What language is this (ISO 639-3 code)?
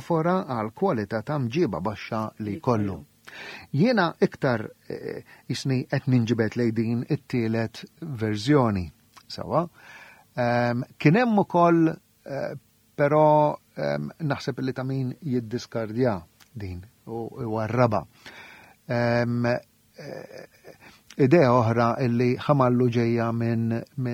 mlt